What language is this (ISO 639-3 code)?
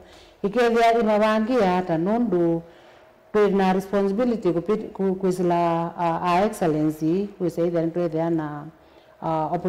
kam